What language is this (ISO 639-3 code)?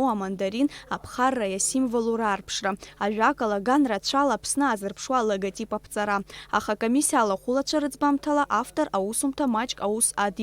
abk